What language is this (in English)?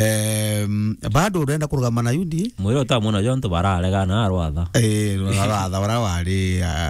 Meru